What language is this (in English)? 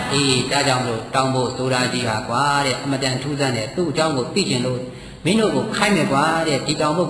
Burmese